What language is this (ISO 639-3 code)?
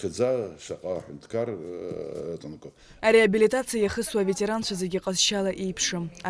abk